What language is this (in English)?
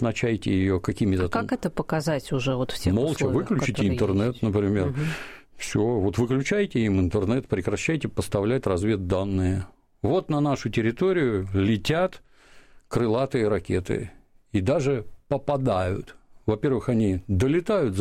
Russian